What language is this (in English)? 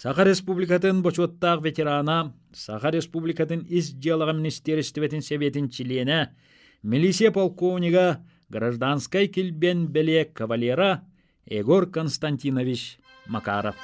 Yakut